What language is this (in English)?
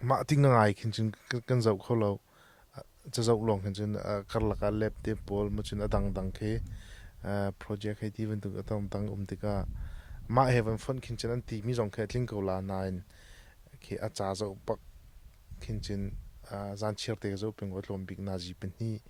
Hakha Chin